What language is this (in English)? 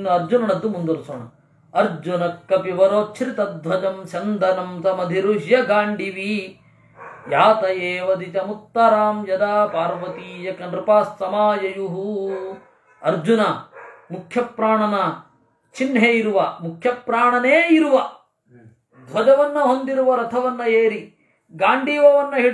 Kannada